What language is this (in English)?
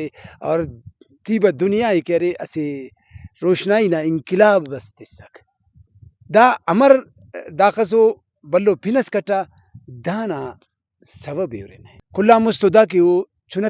Brahui